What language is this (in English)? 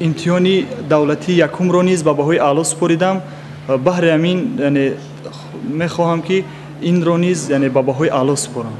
Tajik